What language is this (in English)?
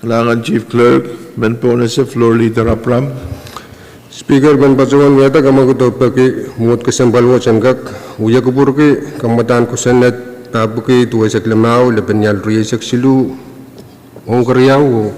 Pohnpeian